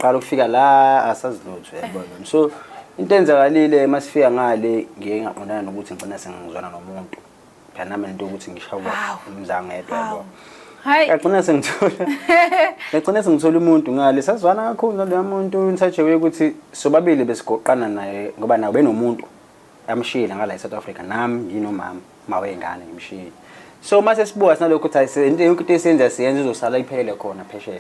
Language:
Zulu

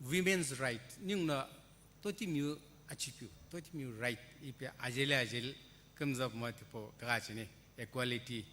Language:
Sumi Naga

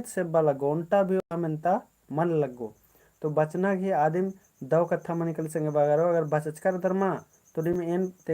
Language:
Kurukh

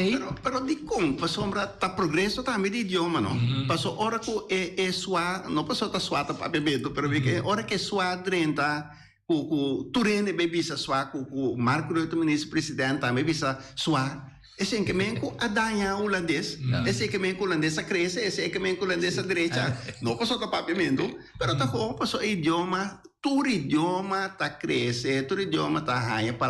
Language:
Papiamento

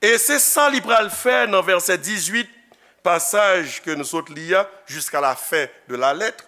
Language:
Haitian Creole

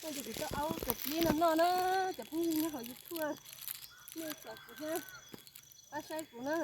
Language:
Hmong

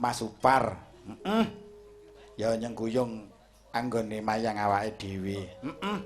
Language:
Javanese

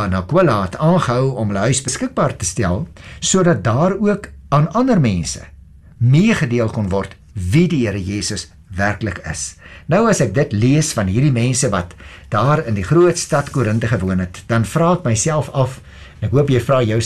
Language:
Afrikaans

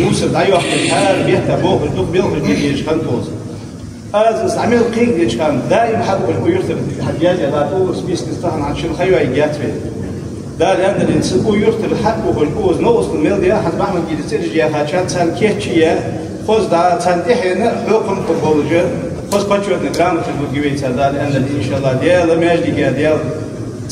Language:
Ingush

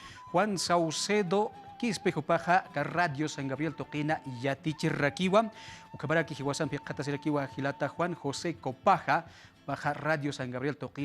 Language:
Aymara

